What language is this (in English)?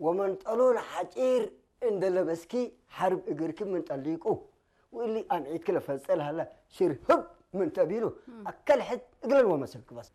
Tigre